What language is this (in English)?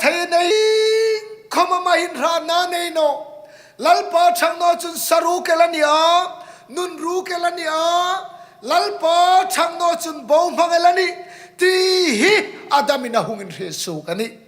Hmar